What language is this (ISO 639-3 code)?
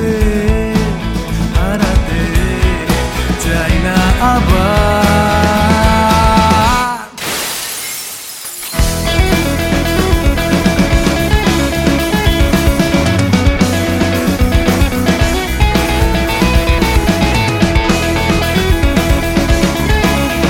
ben